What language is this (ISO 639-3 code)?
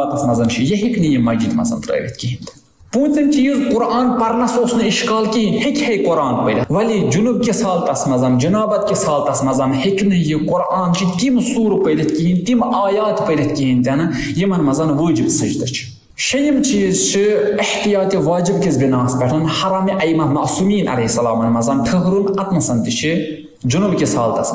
kas